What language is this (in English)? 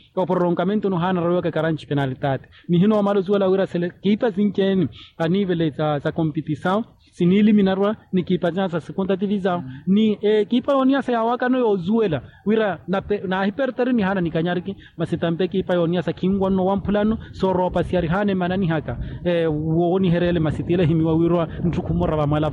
Makhuwa